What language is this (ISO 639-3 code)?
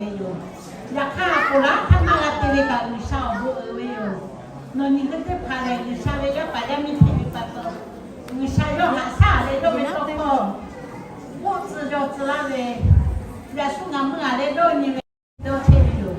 lhu